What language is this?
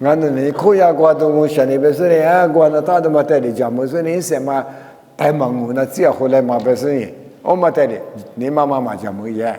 Lisu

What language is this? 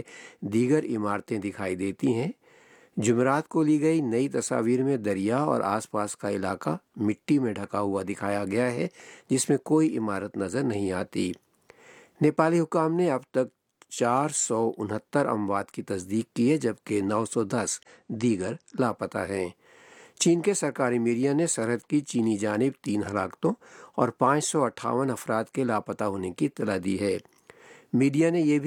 Urdu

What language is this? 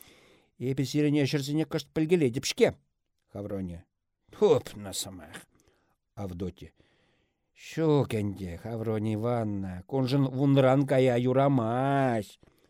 Chuvash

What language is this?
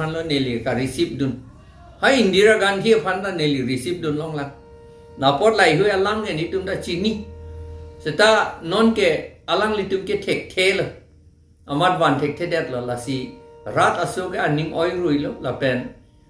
Karbi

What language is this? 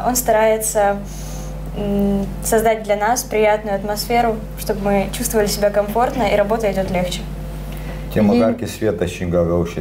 Gagauz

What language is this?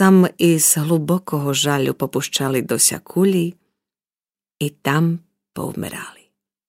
Rusyn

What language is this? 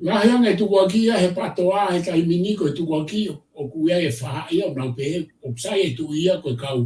Tongan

